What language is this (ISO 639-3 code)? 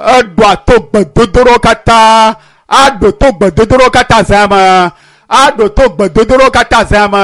ewe